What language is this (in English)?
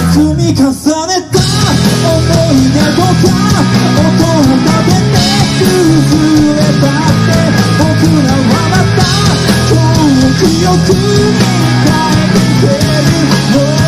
Japanese